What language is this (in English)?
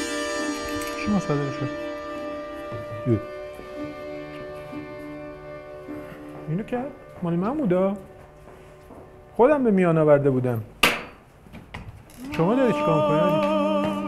Persian